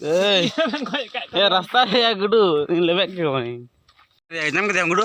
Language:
Santali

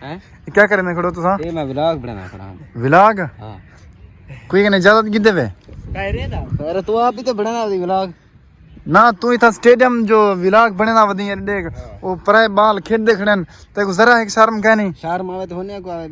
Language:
Saraiki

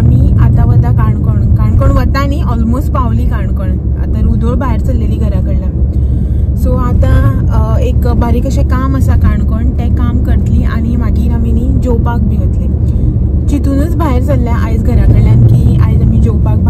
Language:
Konkani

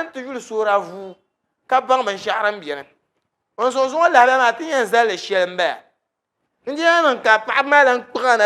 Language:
Dagbani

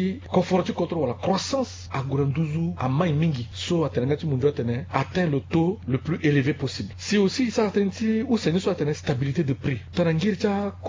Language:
Sango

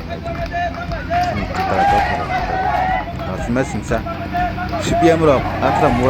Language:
Kok Borok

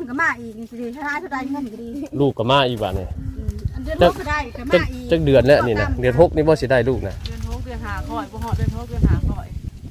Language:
Northeastern Thai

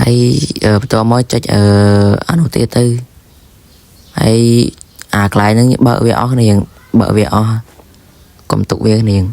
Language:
Khmer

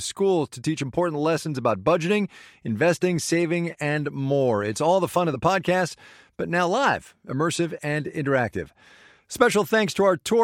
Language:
English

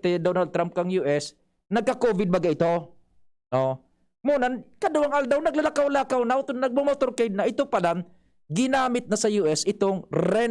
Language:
Bikol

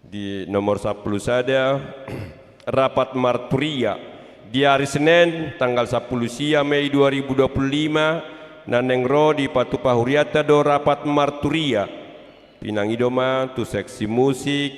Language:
Batak Toba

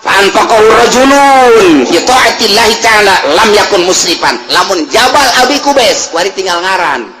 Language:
Sundanese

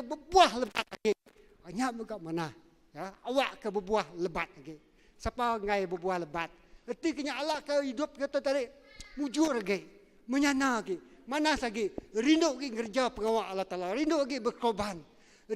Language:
Iban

